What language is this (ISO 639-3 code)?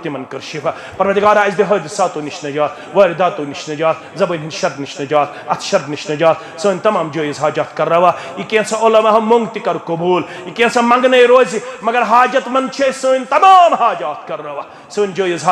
kas